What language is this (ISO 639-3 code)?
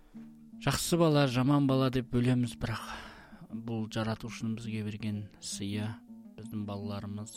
kaz